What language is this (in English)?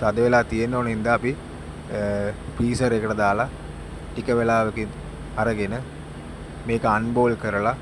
Sinhala